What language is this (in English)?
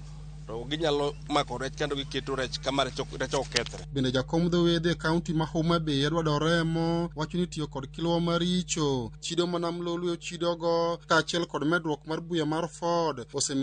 Luo (Kenya and Tanzania)